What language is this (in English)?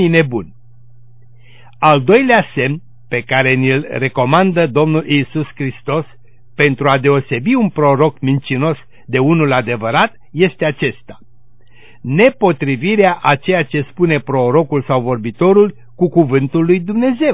Romanian